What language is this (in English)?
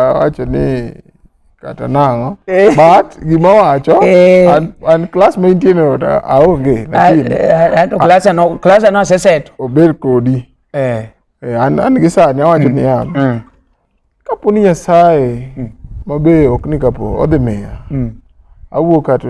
Luo (Kenya and Tanzania)